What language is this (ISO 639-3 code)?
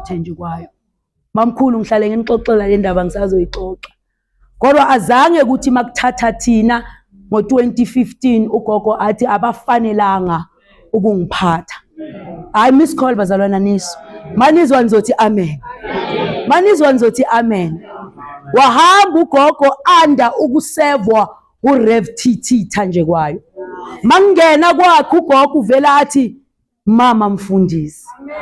zul